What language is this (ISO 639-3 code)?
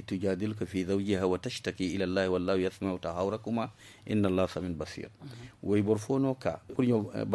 dje